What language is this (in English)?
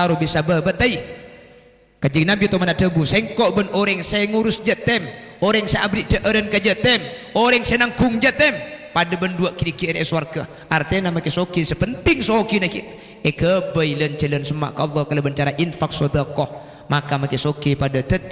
Madurese